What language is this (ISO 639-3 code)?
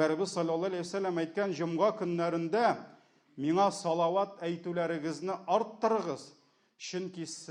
tat